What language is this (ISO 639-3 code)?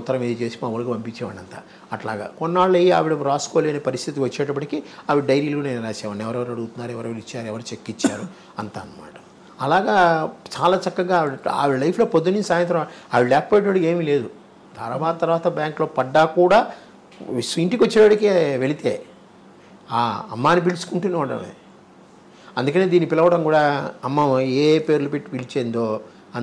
tel